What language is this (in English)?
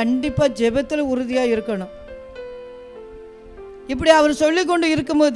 Tamil